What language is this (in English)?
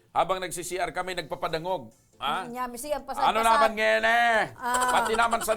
Bikol